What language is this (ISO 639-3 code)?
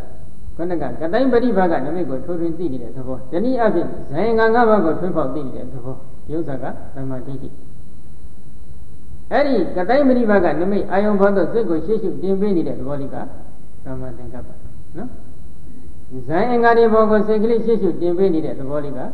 mya